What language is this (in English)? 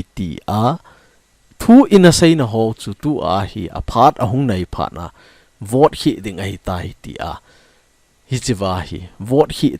Thado Chin